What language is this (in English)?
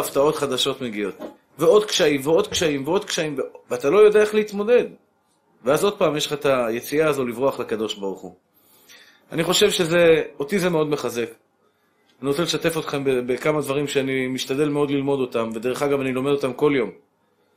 Hebrew